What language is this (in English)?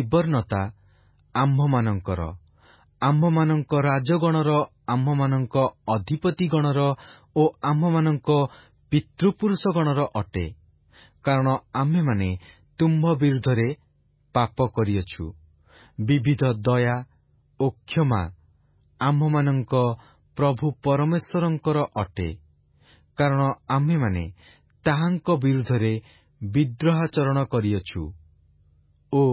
Odia